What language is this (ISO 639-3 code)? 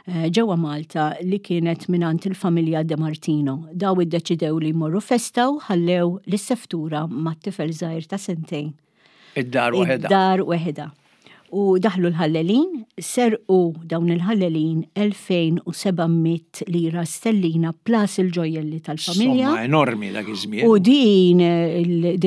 mlt